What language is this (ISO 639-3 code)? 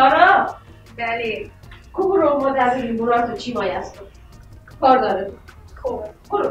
fas